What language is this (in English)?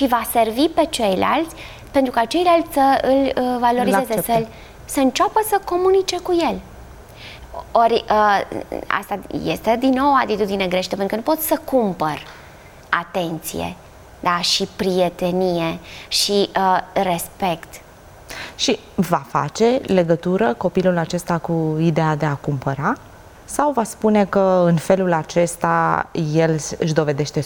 Romanian